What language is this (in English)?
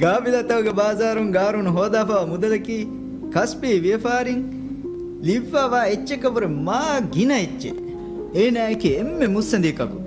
Divehi